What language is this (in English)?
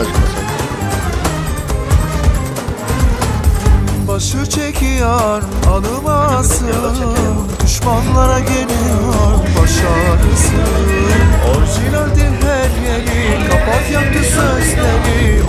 Turkish